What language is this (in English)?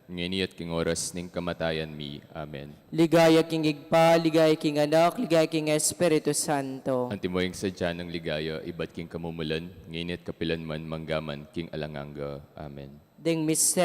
Pampanga